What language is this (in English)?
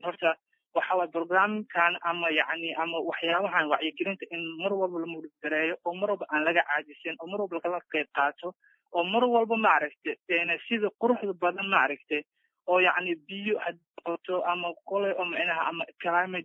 Somali